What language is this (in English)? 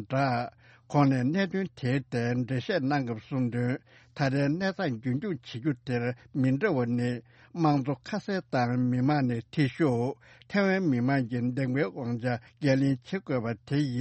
Tibetan